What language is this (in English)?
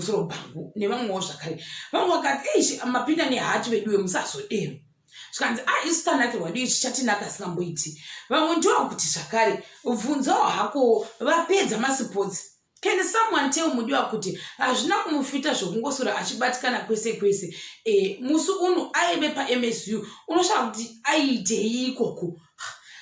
Shona